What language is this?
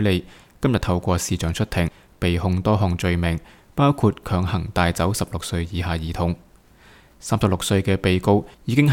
Cantonese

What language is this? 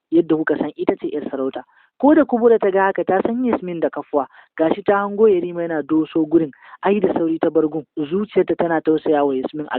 Hausa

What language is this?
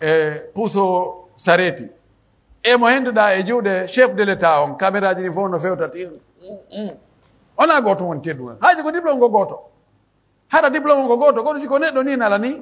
Pular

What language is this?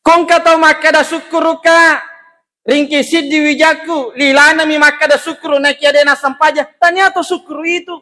Buginese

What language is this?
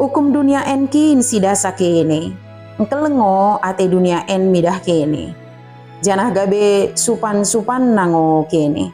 Batak Dairi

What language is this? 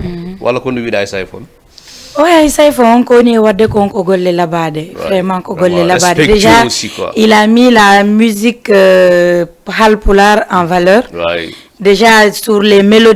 Fula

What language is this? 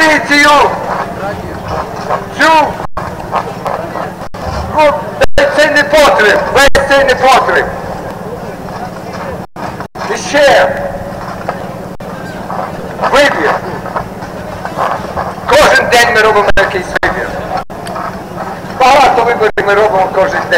Ukrainian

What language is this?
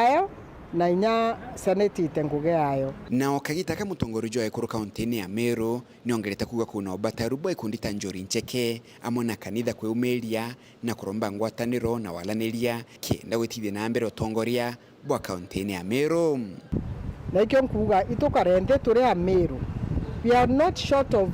Meru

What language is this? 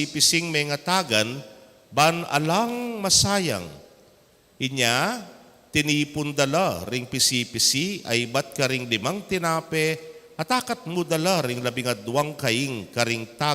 Pampanga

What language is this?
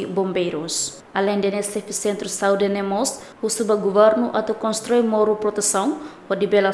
Tetum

